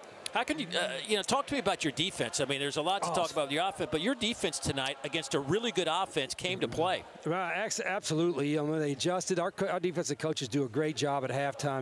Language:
English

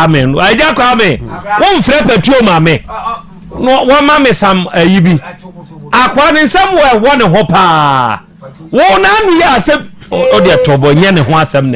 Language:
Akan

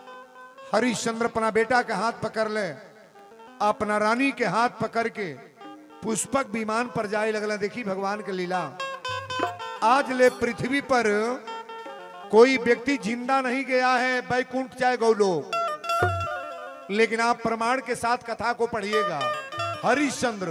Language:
Bhojpuri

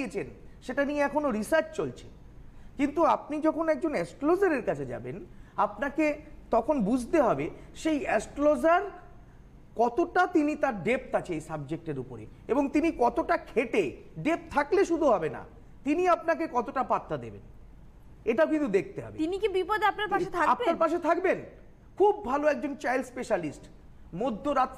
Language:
Bangla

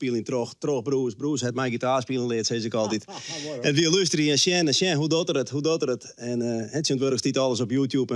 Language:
Western Frisian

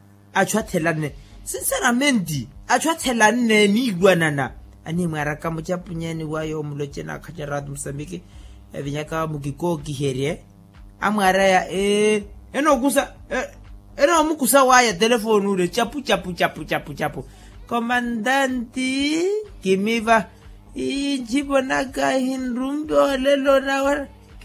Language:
Makhuwa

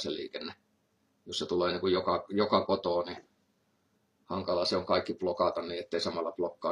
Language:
Finnish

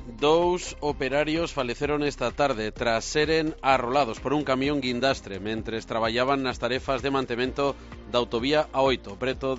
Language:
Galician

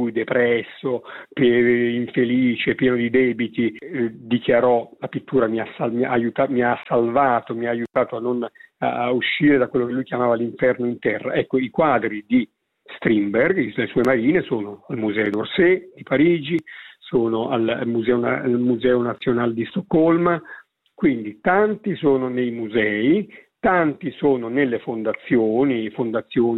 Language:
Italian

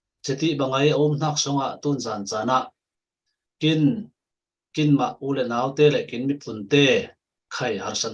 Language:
Falam Chin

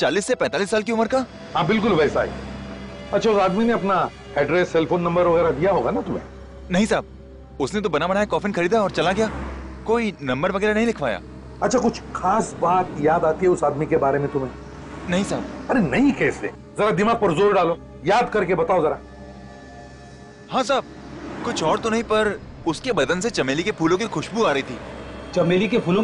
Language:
Hindi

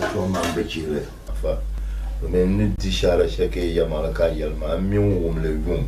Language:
Dagbani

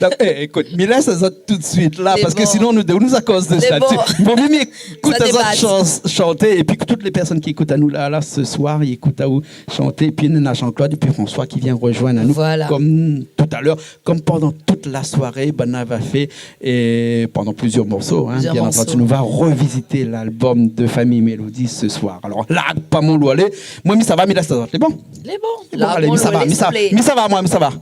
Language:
Réunion Creole French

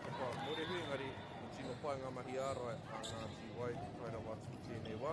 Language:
Māori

